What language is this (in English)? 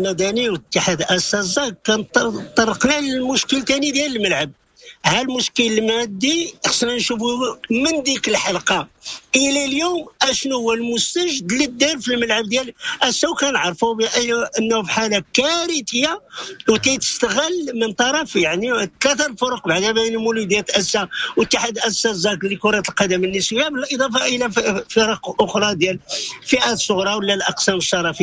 Moroccan Arabic